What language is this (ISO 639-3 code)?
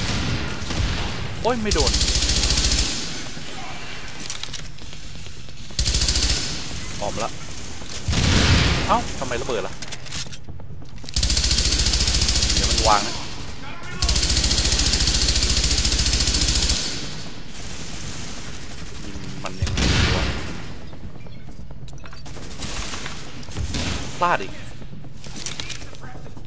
tha